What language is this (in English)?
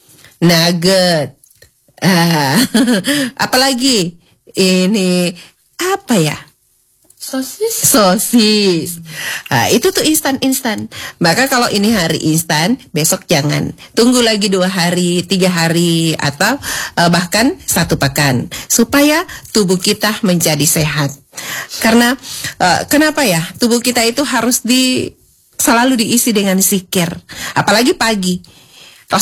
Indonesian